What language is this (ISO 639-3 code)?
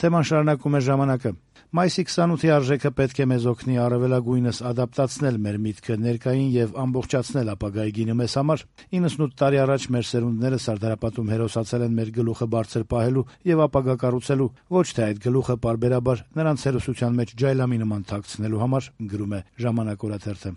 hye